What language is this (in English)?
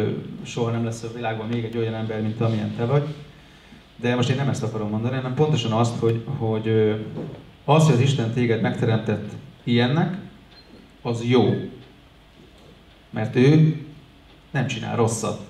Hungarian